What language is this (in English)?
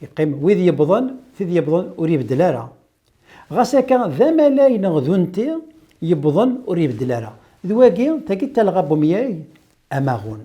Kabyle